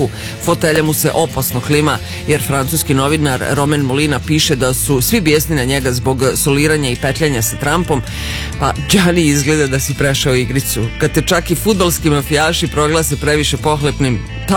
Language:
Serbian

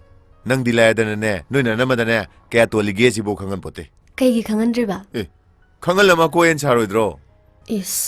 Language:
Manipuri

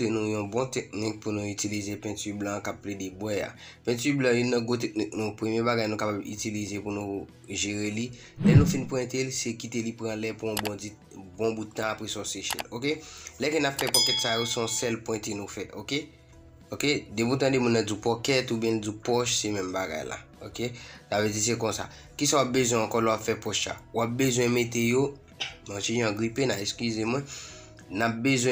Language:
Haitian Creole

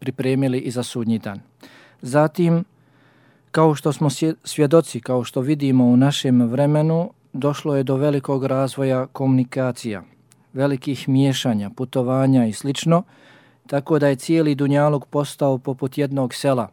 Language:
Bosnian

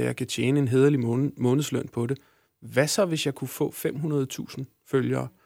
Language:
Danish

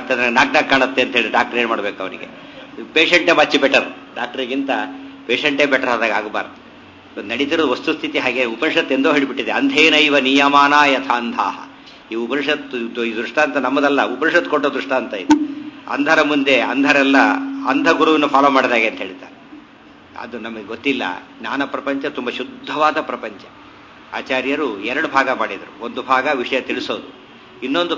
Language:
Kannada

